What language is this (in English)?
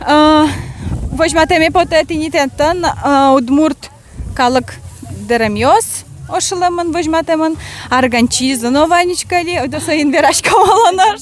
Udmurt